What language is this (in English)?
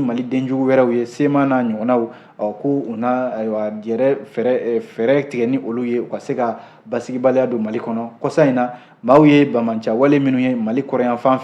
Bambara